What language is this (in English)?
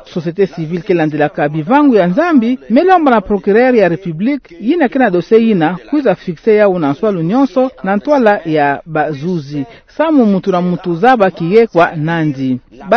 Kituba (Democratic Republic of Congo)